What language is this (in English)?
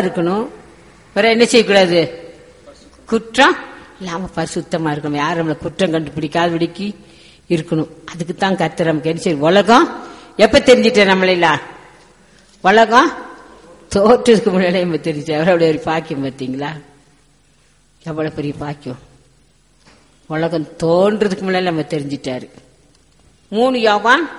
Tamil